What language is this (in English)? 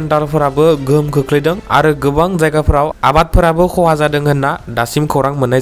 Bodo